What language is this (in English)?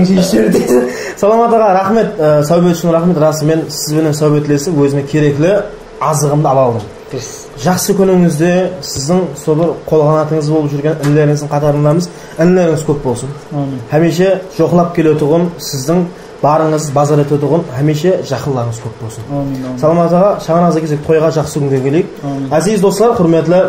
Kara-Kalpak